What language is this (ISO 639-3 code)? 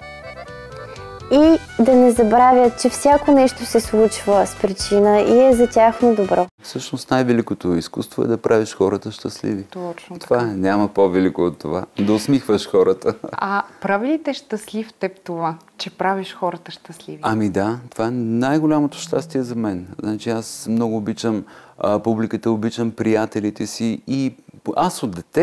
bul